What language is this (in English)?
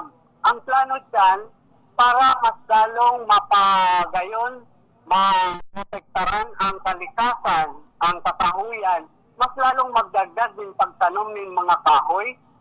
Bikol